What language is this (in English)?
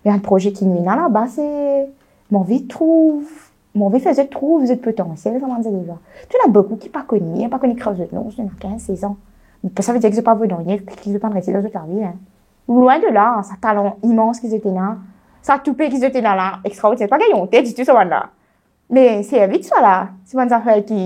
Morisyen